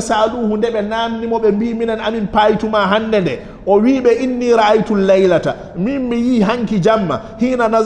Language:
Fula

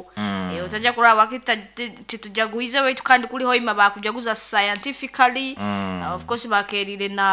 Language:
Nyoro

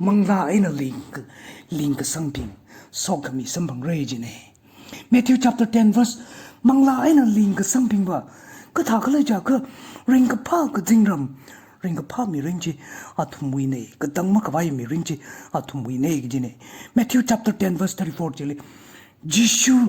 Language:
Tangkhul Naga (India)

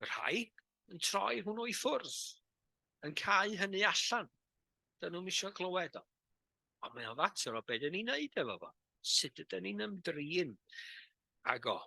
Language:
Welsh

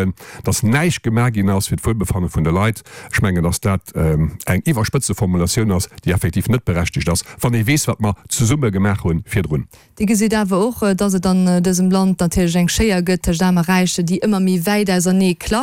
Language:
Luxembourgish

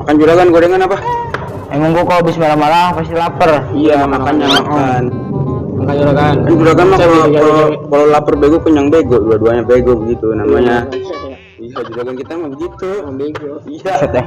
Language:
Betawi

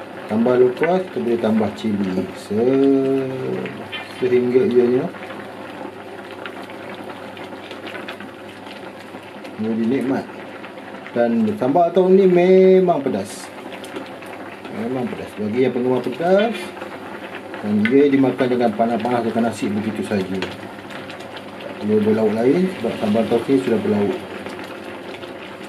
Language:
Malay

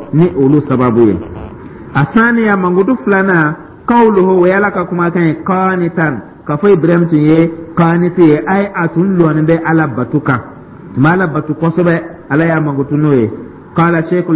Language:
Dyula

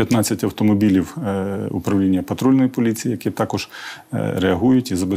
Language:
Ukrainian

